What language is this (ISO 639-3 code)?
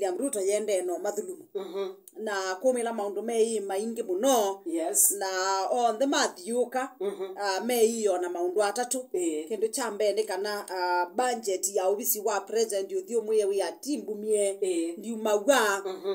kam